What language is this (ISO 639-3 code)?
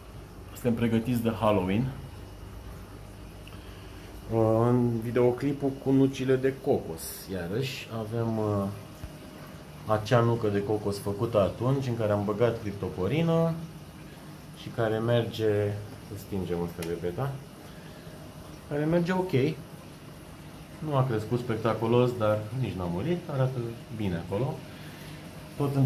ron